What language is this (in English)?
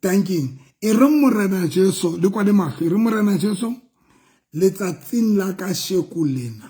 Southern Sotho